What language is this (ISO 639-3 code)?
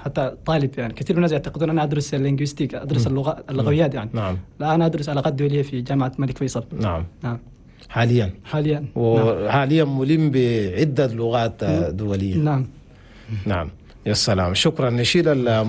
shu